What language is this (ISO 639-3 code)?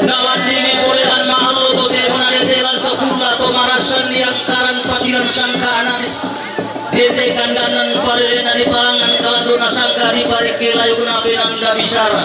sda